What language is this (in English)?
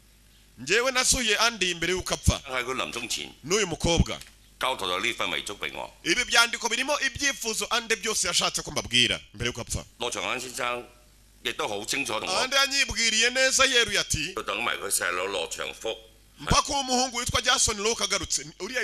Kinyarwanda